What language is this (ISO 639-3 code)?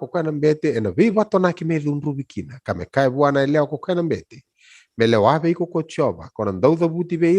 fij